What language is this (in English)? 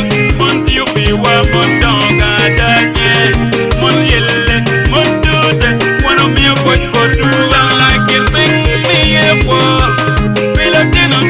Acoli